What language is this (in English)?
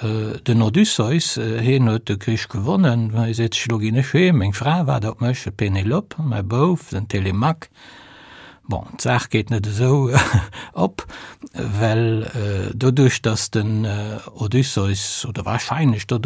Luxembourgish